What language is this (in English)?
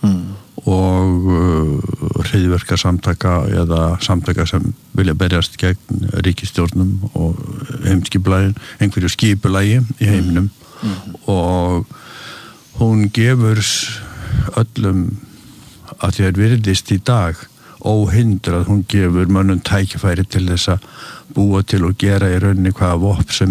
Icelandic